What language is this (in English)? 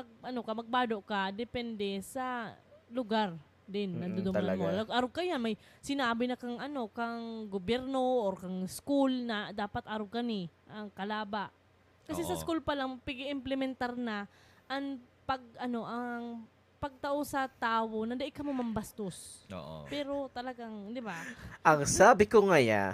Bikol